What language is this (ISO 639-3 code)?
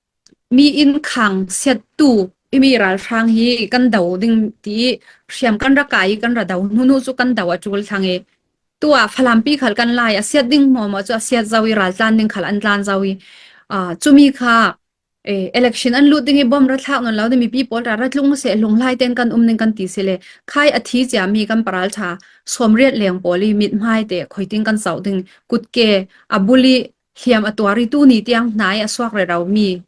cfm